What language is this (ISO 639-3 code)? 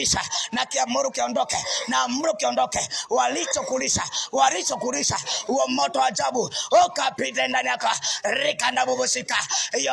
swa